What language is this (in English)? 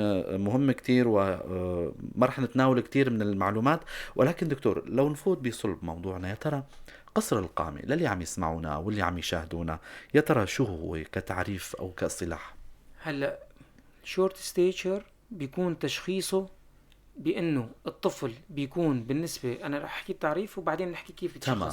North Levantine Arabic